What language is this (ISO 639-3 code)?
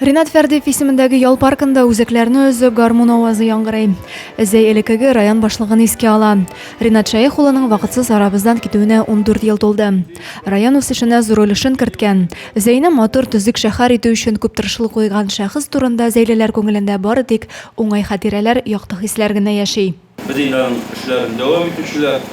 tat